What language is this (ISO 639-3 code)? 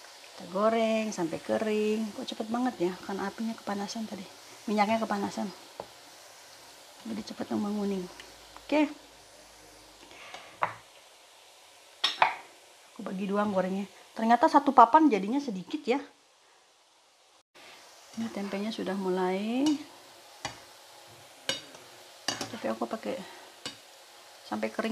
ind